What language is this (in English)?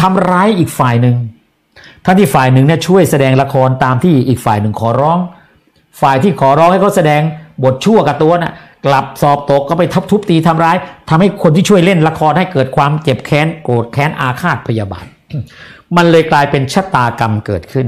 Thai